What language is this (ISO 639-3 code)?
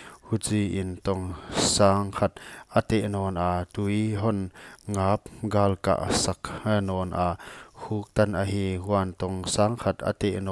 pck